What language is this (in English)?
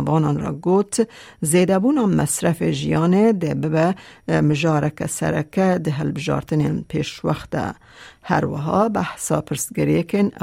Kurdish